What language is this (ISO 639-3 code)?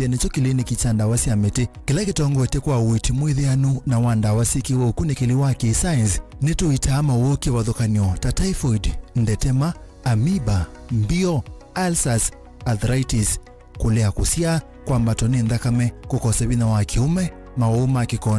kam